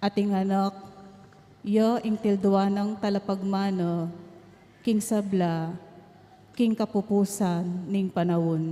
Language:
Pampanga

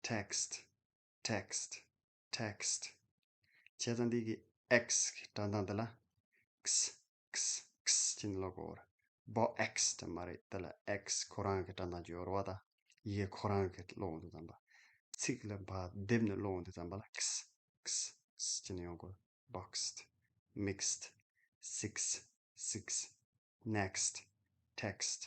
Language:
Tibetan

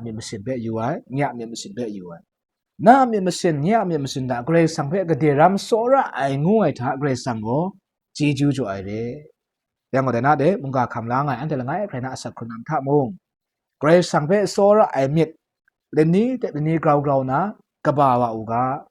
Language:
Kachin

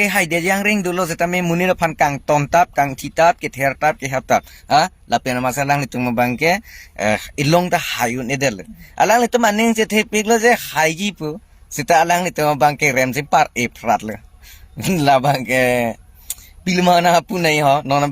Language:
Karbi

